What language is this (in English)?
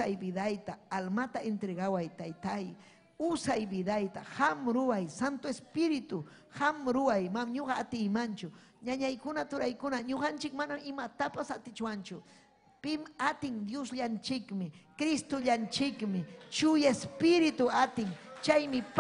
Ayacucho Quechua